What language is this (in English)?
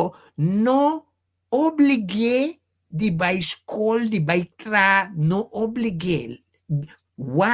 Papiamento